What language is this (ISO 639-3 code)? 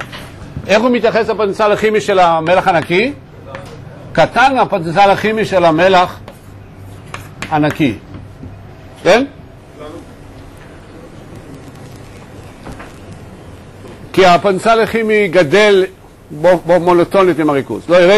heb